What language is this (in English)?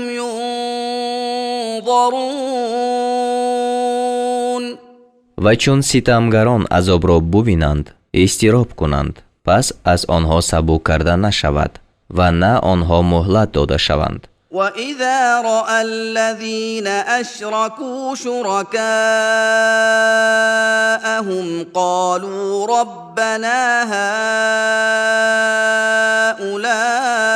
Tajik